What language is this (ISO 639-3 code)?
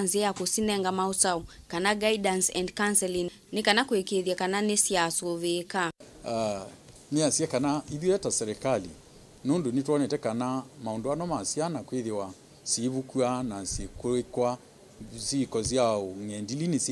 kam